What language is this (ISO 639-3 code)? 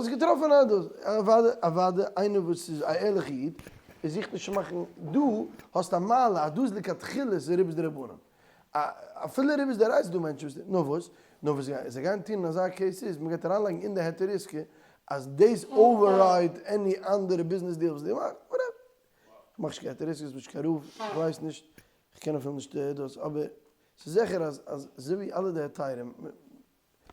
yid